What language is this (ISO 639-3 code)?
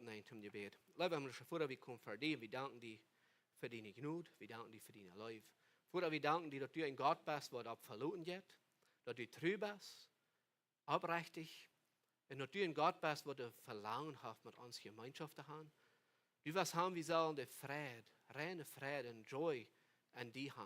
pdt